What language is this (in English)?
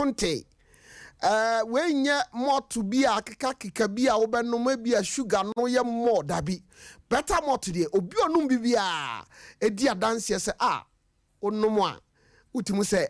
Akan